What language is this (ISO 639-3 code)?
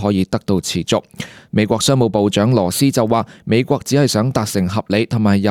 yue